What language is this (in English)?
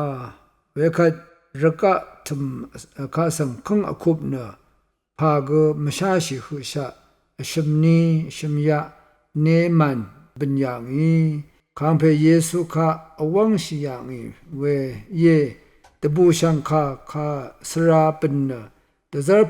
Rawang